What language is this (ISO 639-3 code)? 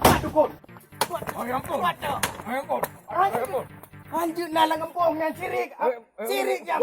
ace